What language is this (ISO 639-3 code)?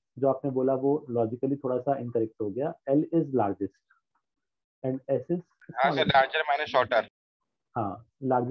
hin